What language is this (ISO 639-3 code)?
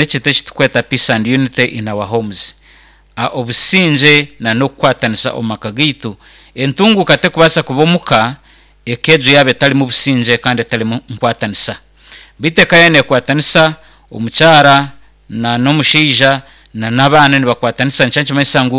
nyn